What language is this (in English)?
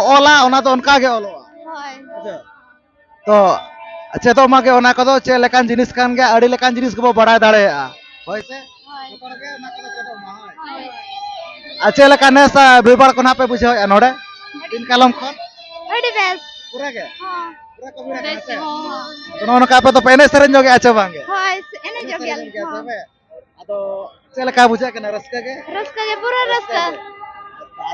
Santali